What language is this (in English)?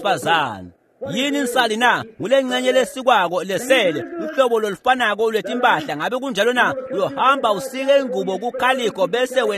Swati